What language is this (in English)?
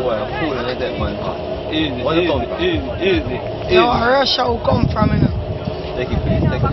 Jamaican Creole English